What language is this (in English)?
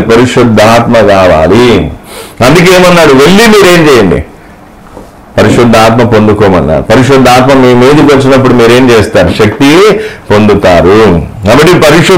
Telugu